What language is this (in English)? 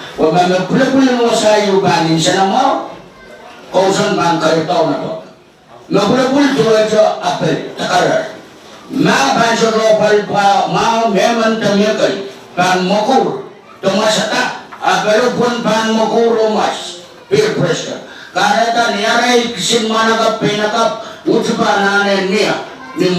Pohnpeian